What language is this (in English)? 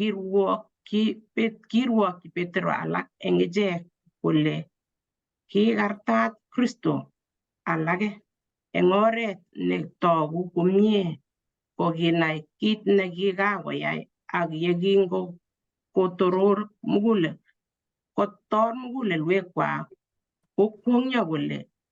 Kalenjin